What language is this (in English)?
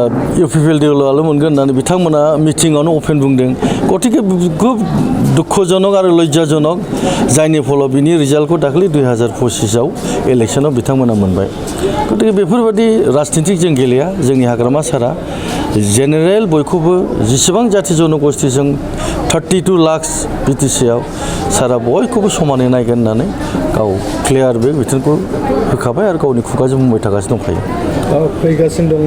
Bodo